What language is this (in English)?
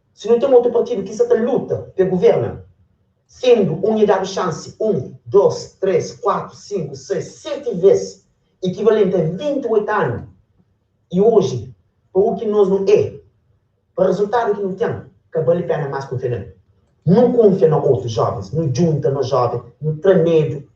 Kabuverdianu